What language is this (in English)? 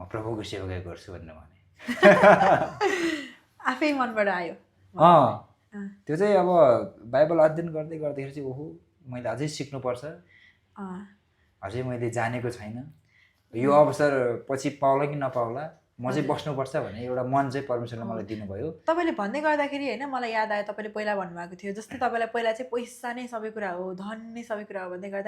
Nepali